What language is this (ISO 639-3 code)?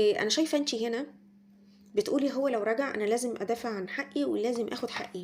arz